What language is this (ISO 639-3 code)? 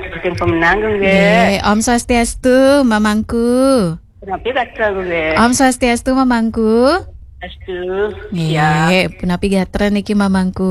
ban